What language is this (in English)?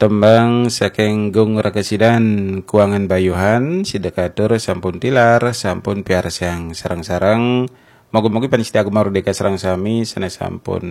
Balinese